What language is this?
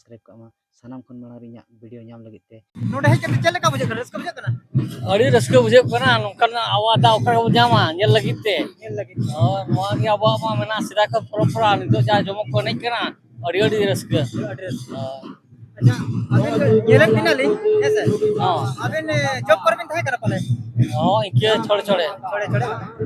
Santali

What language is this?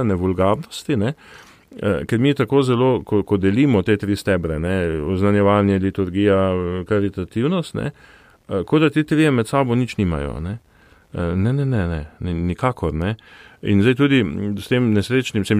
Slovenian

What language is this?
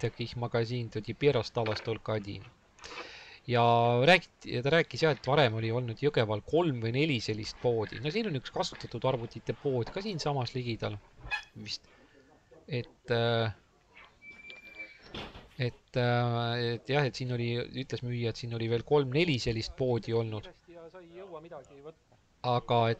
Estonian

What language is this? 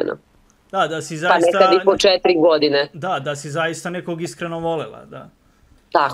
Serbian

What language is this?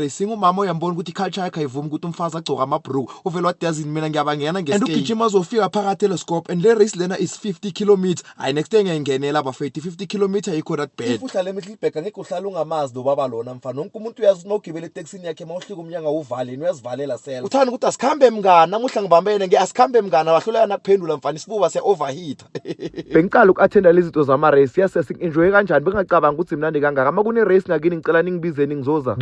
Zulu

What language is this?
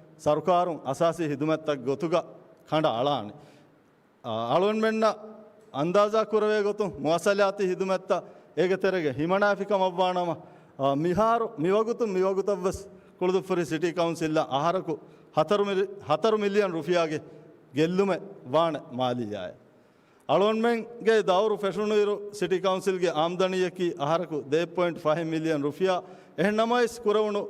Divehi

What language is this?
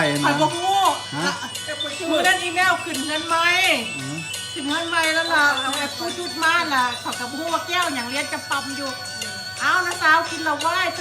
Lao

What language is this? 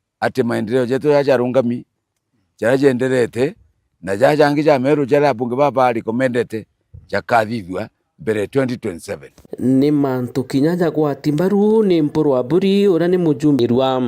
Meru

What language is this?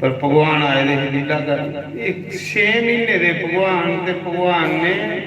Dogri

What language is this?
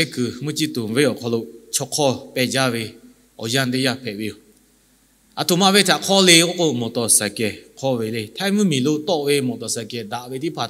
Lahu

